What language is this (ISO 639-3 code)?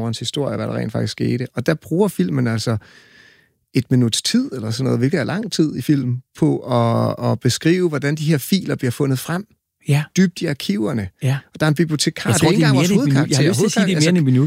dan